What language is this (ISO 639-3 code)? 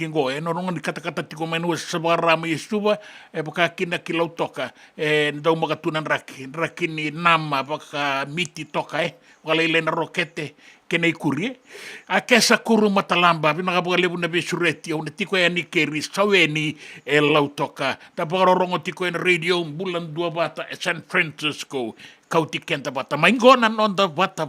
fij